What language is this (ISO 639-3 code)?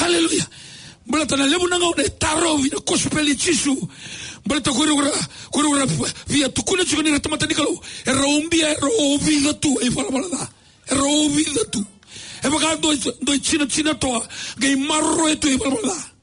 fij